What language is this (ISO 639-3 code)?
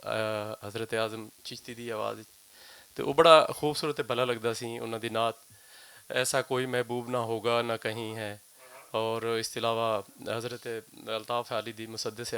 lah